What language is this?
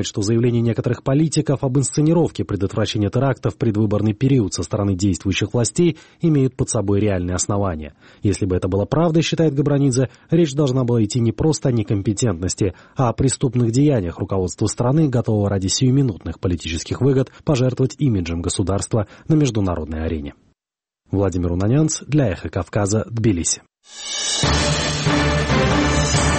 Russian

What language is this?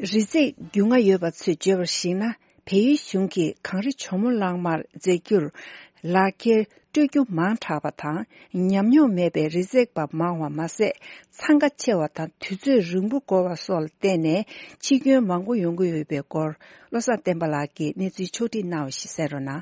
Tibetan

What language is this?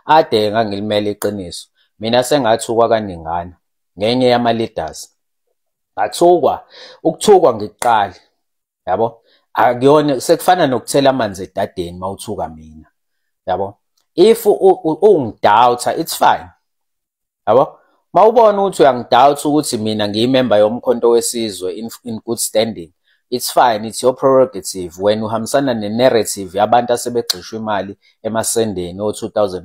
Zulu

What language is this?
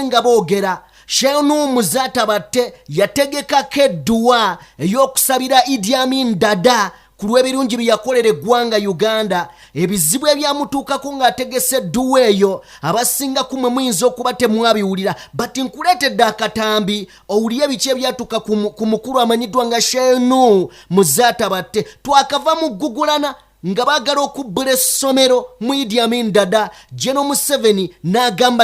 Ganda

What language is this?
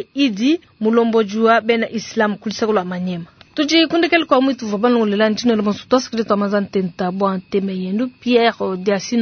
Luba-Lulua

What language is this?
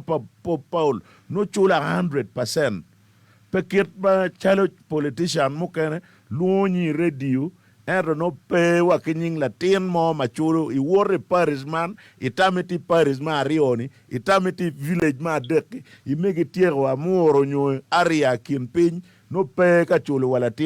Acoli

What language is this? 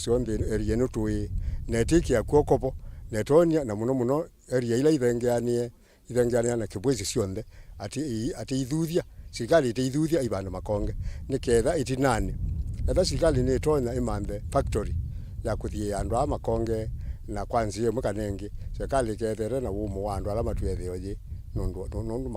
Kamba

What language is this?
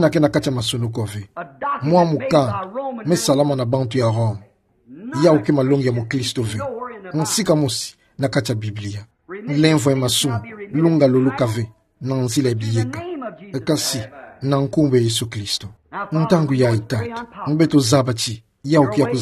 Kituba (Democratic Republic of Congo)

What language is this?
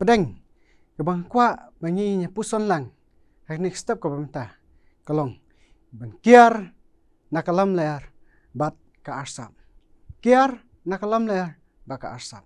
Khasi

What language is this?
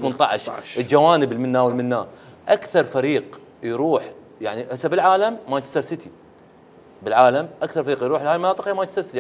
Mesopotamian Arabic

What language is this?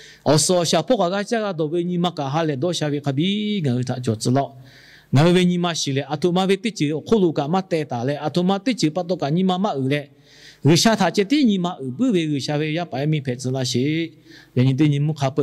Lahu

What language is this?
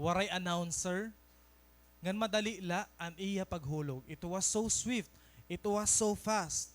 Waray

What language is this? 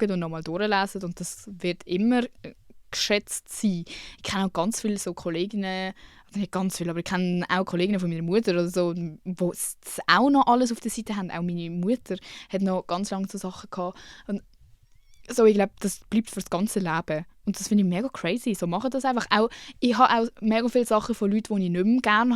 Swiss German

